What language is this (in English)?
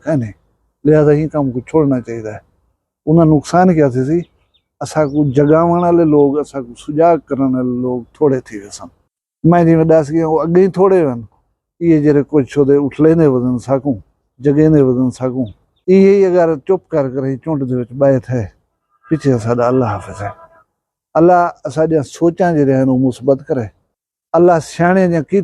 Saraiki